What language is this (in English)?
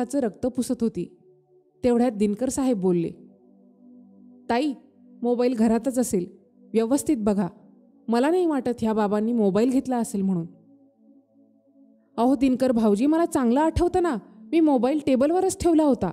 Marathi